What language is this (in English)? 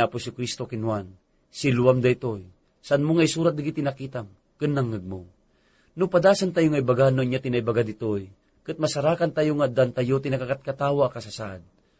Iloko